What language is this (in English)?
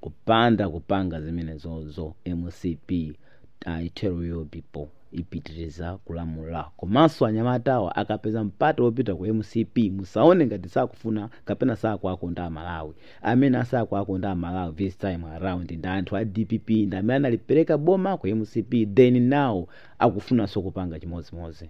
Nyanja